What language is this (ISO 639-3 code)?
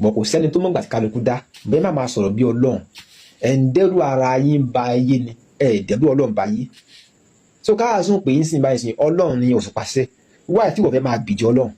yor